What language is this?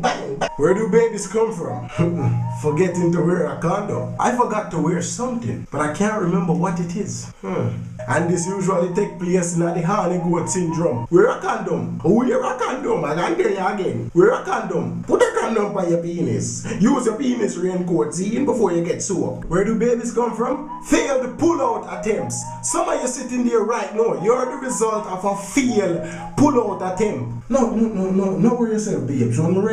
Jamaican Creole English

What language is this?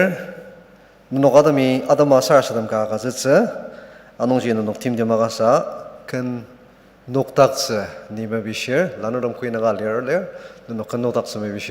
Ao Naga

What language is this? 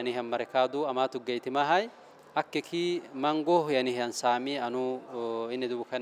Oromo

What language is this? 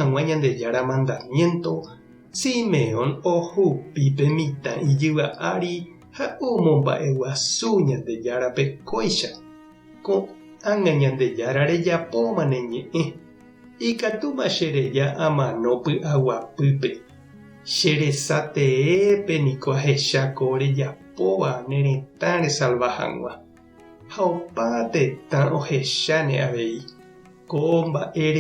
Guarani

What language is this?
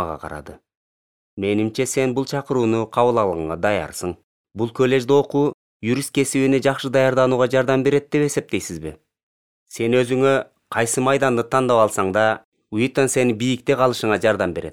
Kyrgyz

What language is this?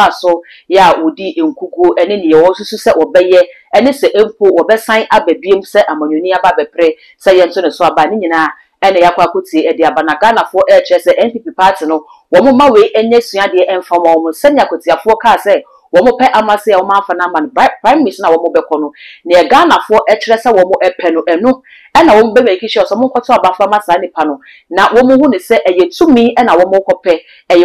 Akan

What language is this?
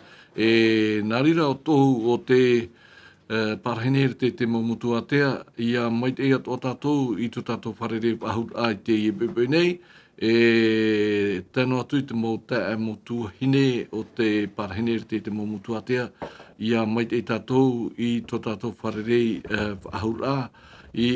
Tahitian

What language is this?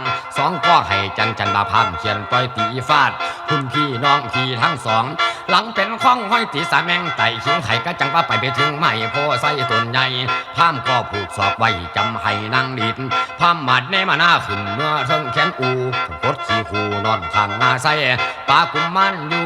Northeastern Thai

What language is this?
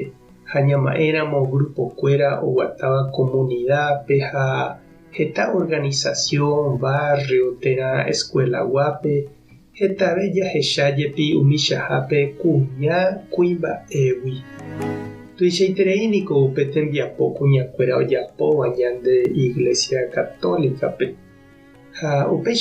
Guarani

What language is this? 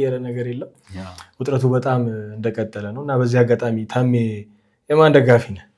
Amharic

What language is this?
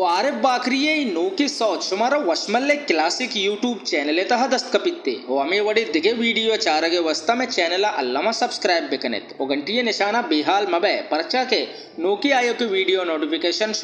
Baluchi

